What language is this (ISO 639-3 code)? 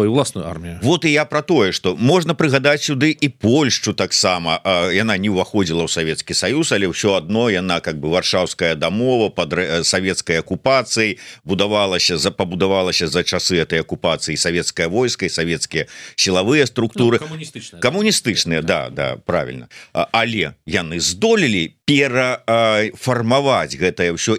bel